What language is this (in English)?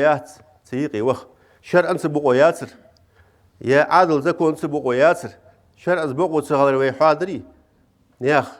Ingush